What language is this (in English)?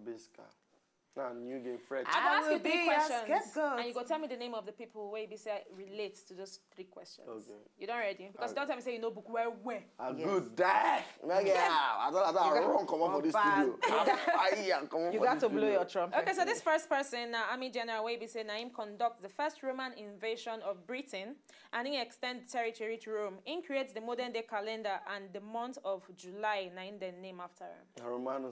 Nigerian Pidgin